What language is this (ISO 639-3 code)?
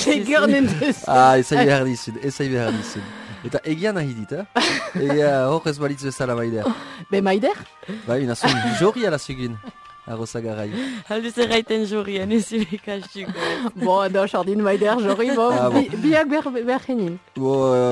eus